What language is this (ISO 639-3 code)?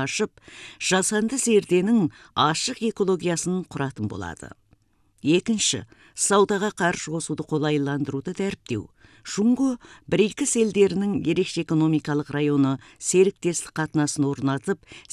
kaz